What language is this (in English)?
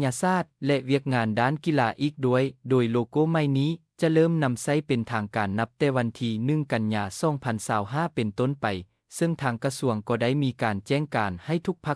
Lao